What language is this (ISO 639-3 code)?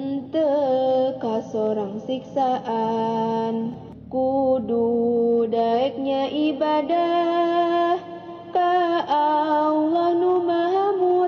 sun